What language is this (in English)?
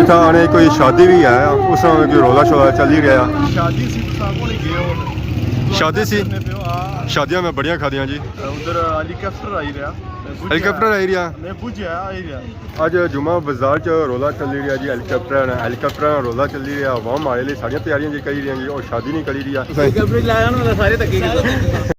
Pahari-Potwari